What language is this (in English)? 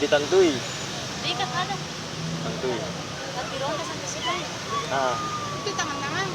Ambonese Malay